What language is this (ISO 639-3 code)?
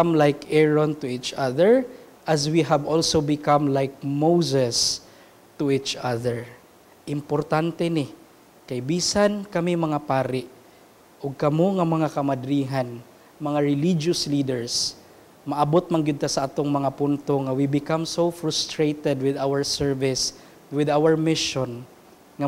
ceb